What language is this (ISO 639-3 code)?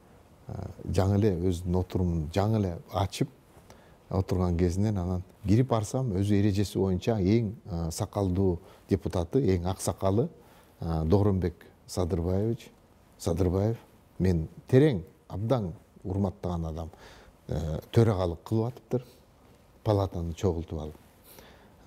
kir